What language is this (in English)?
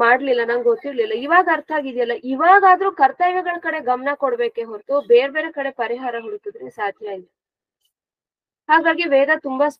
Kannada